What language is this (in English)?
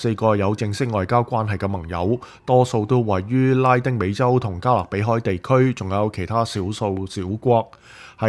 Cantonese